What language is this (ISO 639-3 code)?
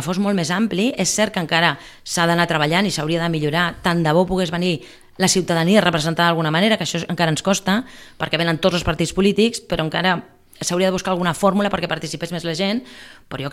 cat